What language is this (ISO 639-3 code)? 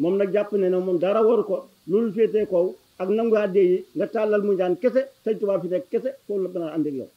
wol